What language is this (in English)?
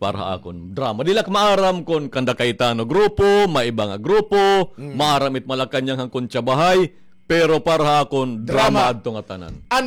Waray